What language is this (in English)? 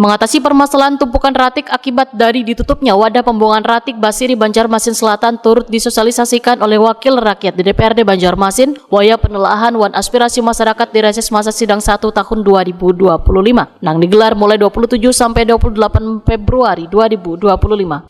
Banjar